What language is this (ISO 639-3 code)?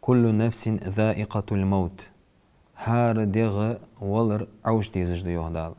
inh